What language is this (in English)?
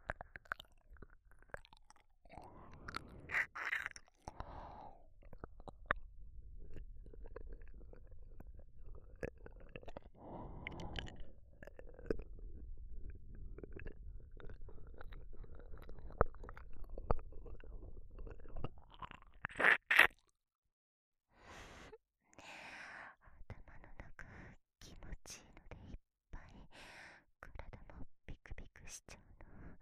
Japanese